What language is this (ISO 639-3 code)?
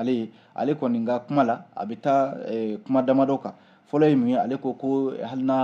bam